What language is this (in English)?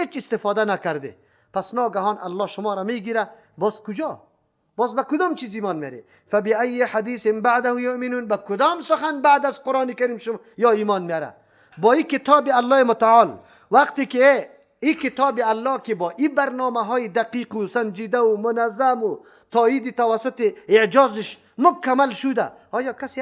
Persian